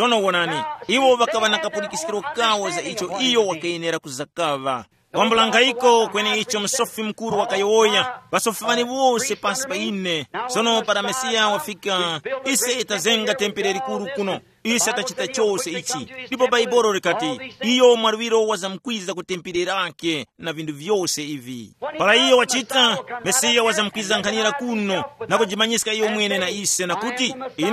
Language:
Tumbuka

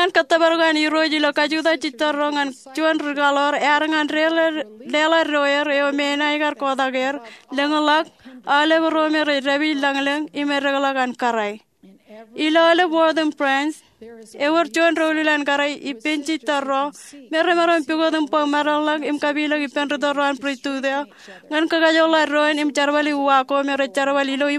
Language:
Marshallese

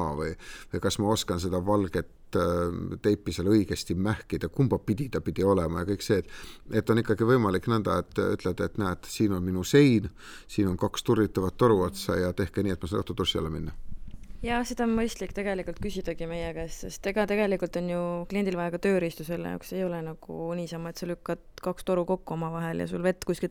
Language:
Estonian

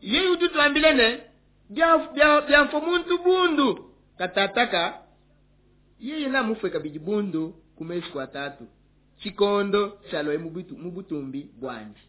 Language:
Luba-Lulua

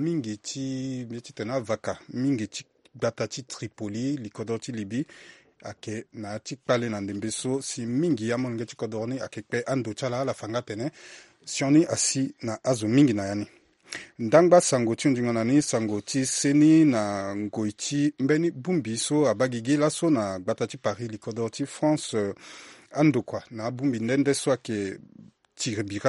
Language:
Sango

